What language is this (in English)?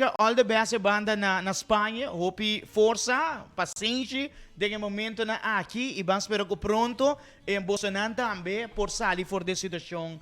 Papiamento